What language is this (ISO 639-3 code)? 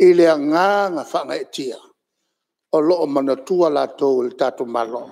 smo